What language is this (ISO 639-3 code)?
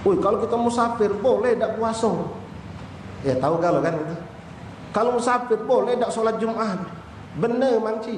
mui